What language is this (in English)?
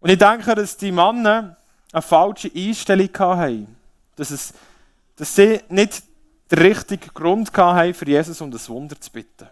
Swiss German